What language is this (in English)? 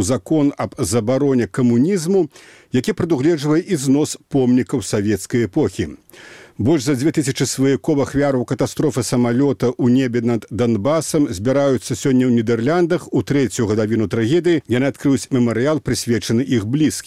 Belarusian